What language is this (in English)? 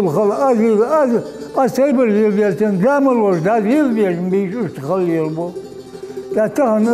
Ingush